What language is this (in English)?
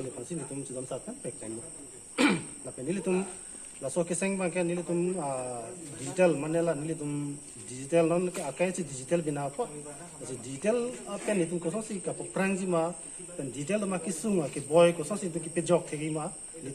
Karbi